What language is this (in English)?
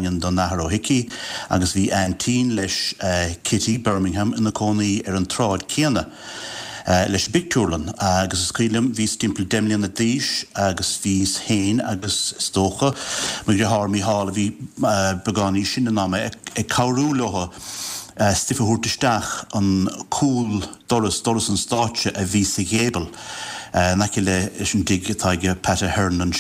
Irish